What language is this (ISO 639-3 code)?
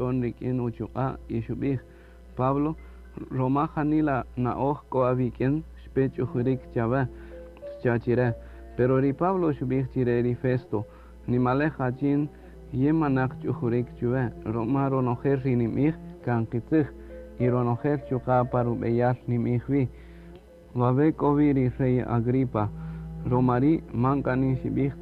cak